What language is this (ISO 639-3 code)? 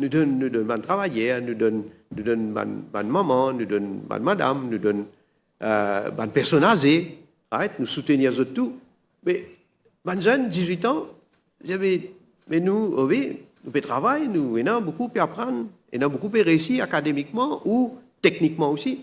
mfe